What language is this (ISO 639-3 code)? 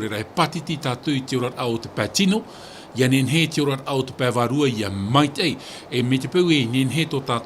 tah